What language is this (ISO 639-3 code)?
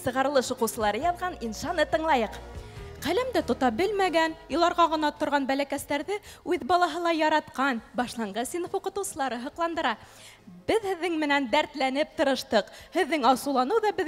bak